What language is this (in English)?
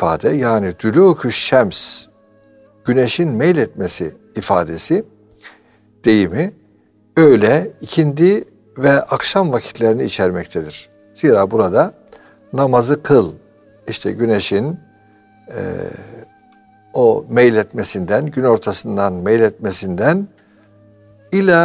Turkish